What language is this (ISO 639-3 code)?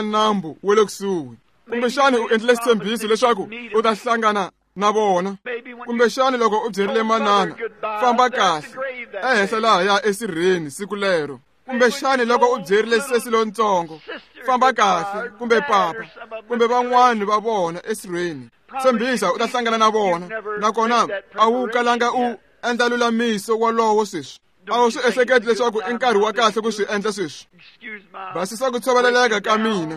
tso